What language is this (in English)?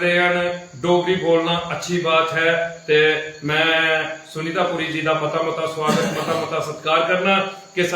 Dogri